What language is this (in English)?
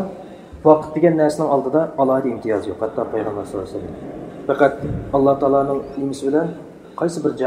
Uyghur